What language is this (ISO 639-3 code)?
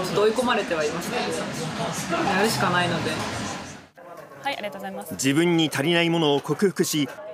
jpn